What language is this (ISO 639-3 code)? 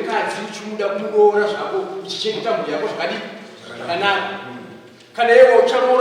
sna